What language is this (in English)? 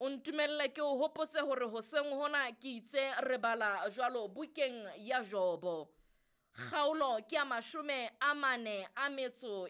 Southern Sotho